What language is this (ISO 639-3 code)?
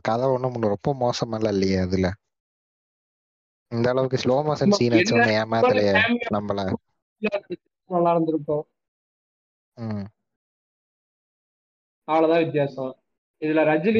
tam